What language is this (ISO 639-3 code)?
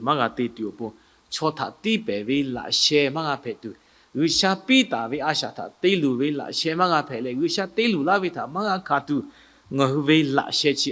lhu